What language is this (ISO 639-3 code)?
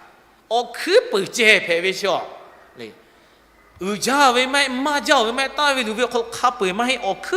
lhu